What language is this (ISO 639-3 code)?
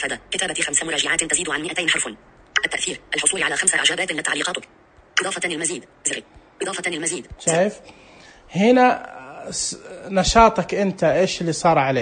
ars